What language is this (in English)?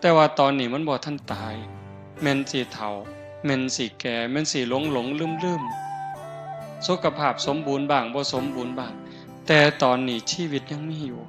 Northeastern Thai